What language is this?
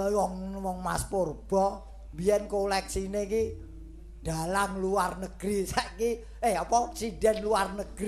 Javanese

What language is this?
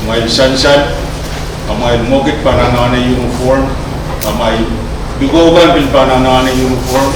Pohnpeian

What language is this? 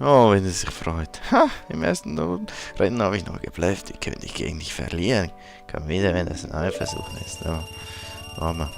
Swiss German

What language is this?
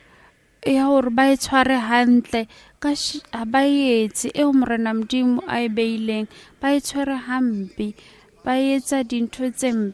Southern Sotho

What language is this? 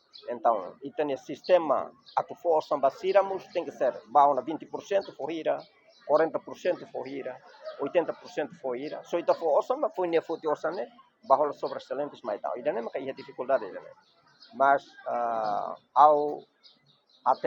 Tetum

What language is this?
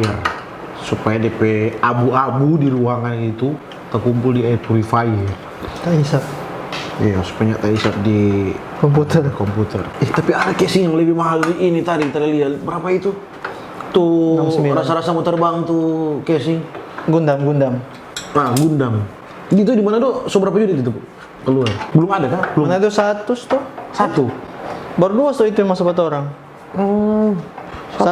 Manado Malay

